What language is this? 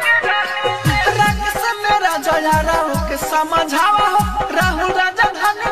Bhojpuri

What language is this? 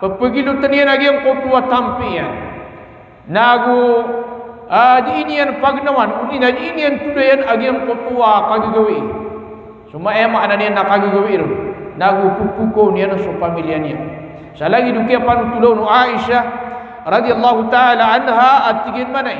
Maranao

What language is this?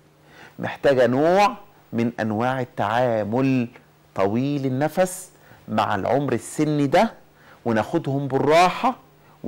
Egyptian Arabic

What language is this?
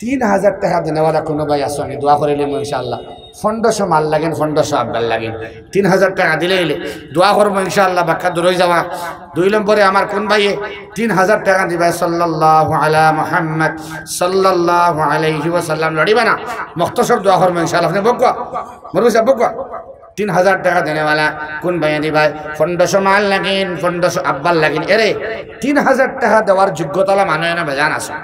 Sylheti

